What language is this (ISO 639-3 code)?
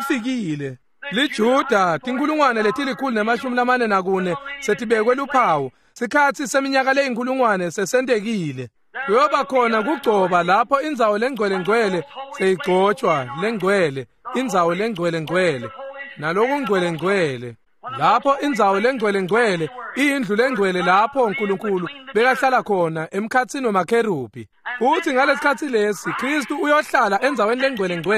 ssw